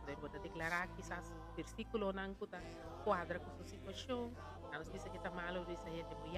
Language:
Papiamento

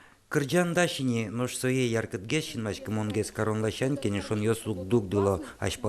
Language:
Udmurt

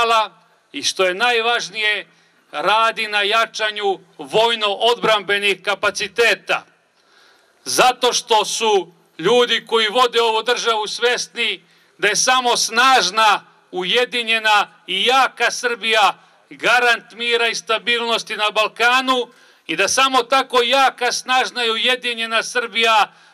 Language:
Serbian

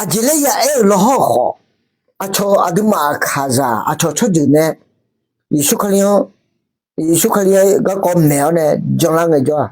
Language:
Akha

